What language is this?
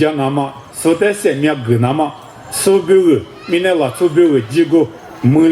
Lisu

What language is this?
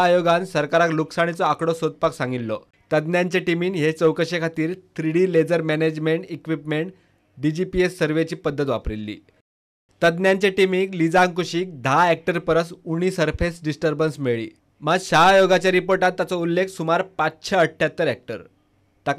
Konkani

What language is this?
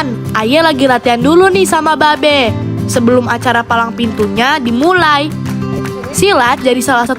Betawi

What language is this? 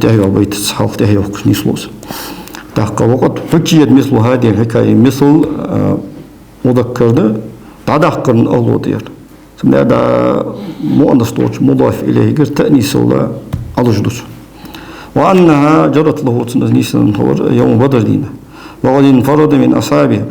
Ingush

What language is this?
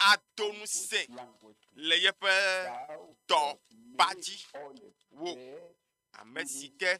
Ewe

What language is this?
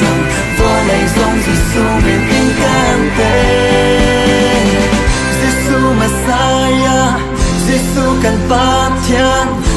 Hakha Chin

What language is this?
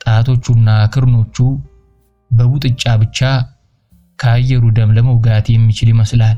Amharic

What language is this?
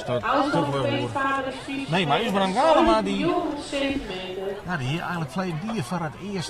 Western Frisian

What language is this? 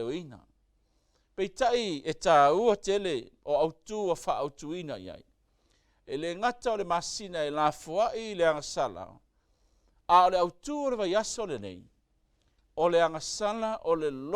Samoan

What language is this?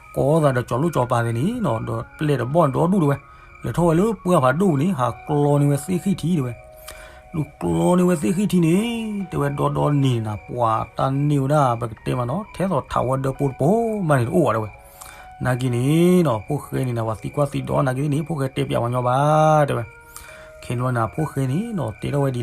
S'gaw Karen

